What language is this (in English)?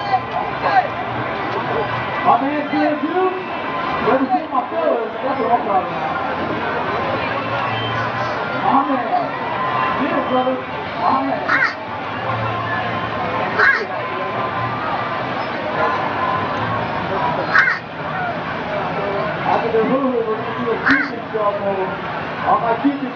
English